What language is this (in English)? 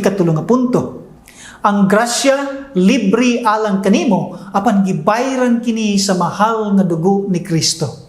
Cebuano